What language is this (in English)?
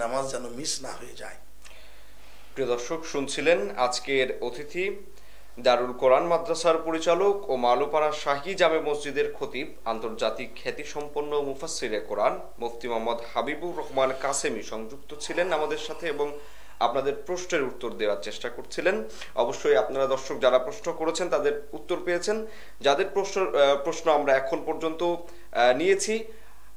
Bangla